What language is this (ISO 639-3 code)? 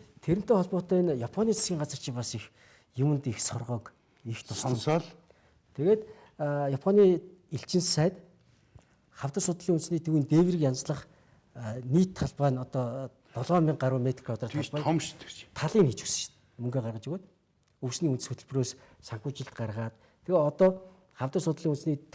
mon